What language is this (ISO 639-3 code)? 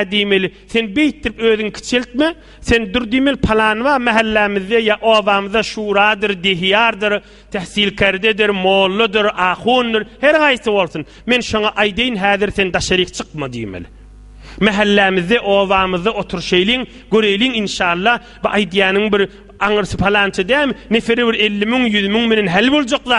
tuk